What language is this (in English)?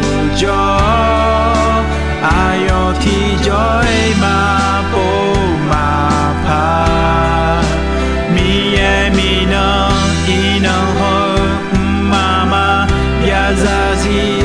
Akha